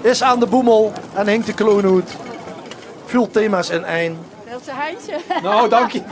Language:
Limburgish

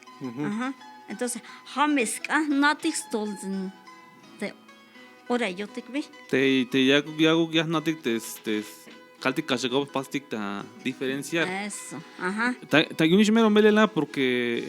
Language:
Tzeltal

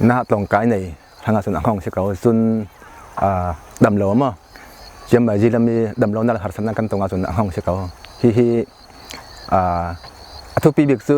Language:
Falam Chin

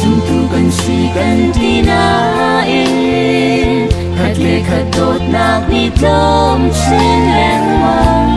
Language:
Hakha Chin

